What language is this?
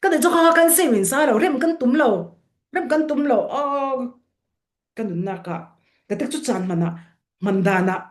Falam Chin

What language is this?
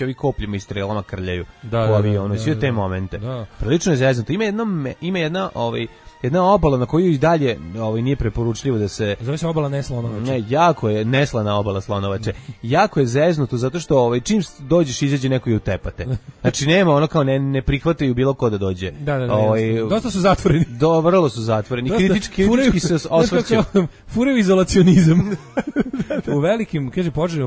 Serbian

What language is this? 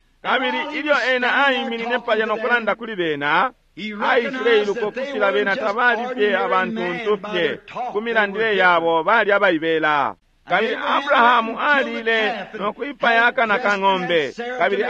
Bemba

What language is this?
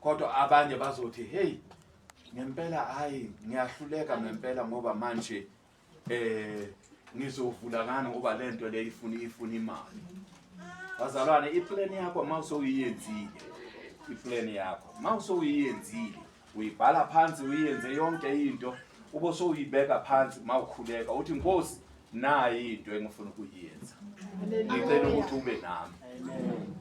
Zulu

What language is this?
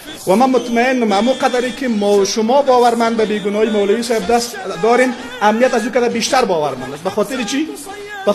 Persian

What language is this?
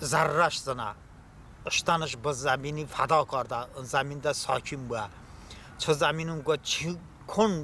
Talysh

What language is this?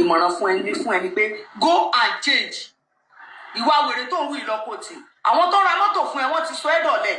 Yoruba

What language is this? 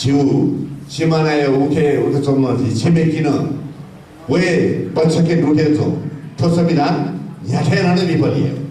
Newari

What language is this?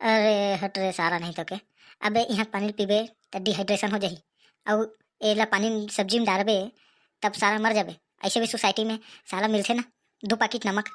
Chhattisgarhi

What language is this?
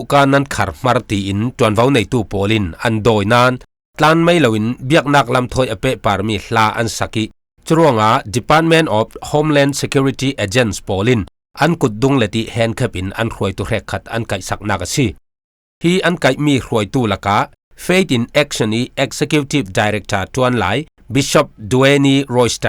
Falam Chin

